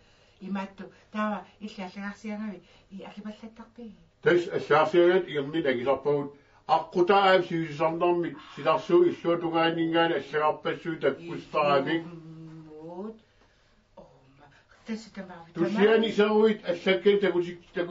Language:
Kalaallisut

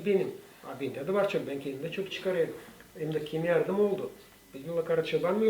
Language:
Gagauz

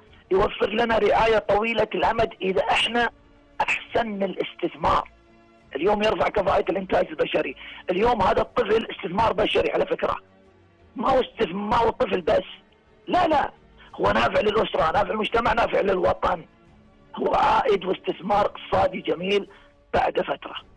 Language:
Najdi Arabic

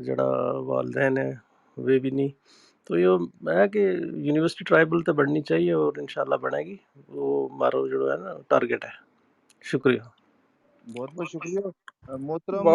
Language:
Gujari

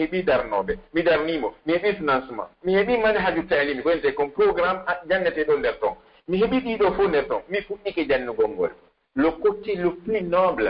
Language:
Pular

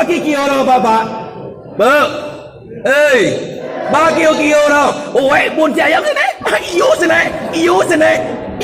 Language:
Minangkabau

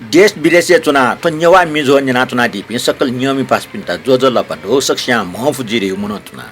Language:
Newari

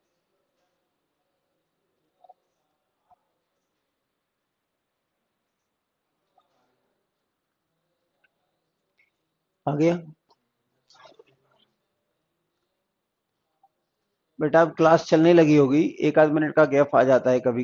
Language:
Hindi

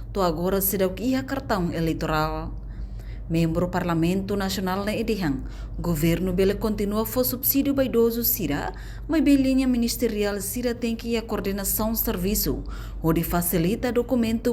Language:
Tetum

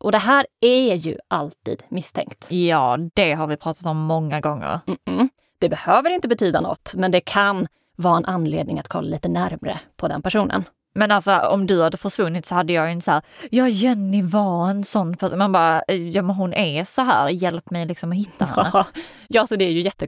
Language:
Swedish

